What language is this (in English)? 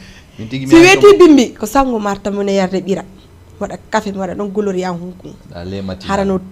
Fula